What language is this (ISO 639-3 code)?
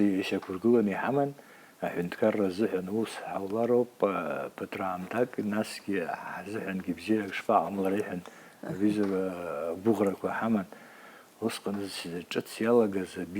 abk